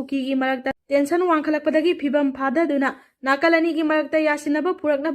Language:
Manipuri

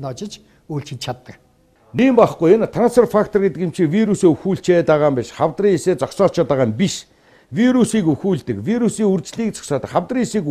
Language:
Mongolian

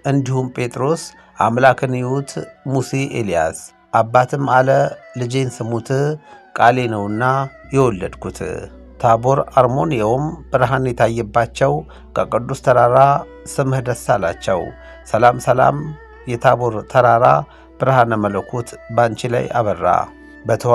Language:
Amharic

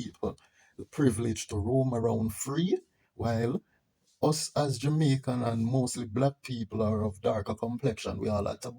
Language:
Jamaican Creole English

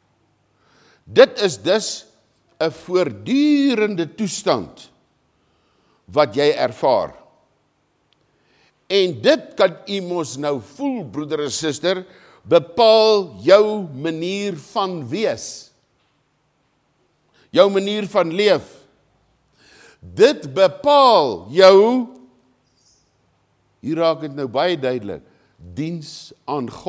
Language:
Afrikaans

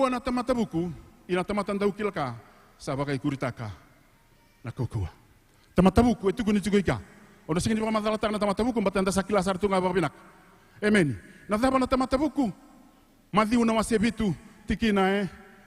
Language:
Fijian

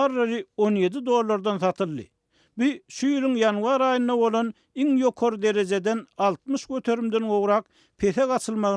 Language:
Turkmen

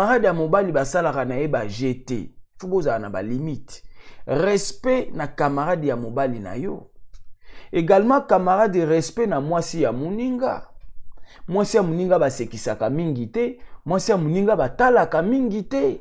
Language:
Lingala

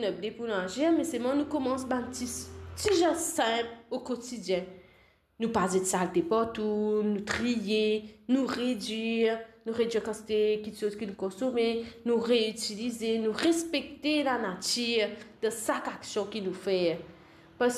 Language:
Morisyen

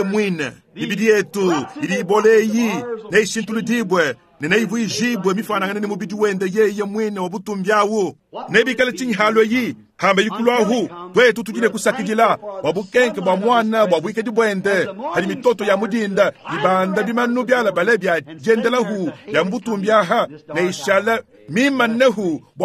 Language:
Luba-Lulua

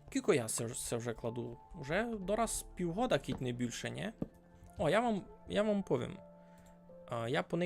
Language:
Rusyn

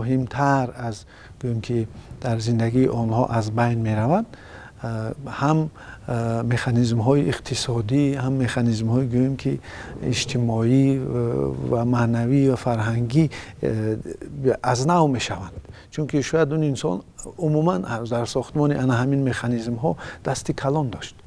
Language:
Tajik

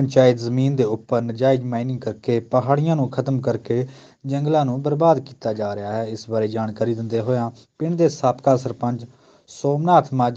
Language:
Punjabi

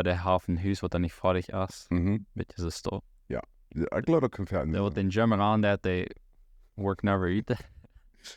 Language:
Plautdietsch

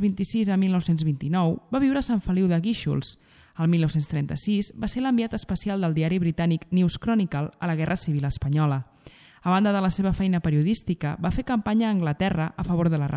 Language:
Catalan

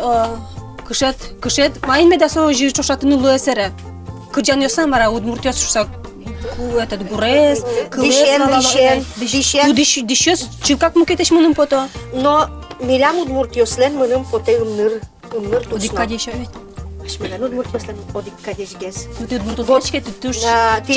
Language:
Udmurt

